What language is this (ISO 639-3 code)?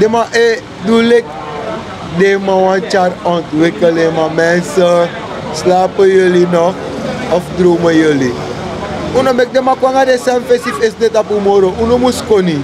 srn